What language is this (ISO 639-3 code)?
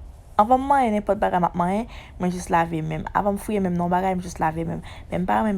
hat